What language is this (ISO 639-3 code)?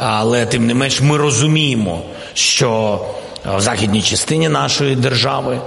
ukr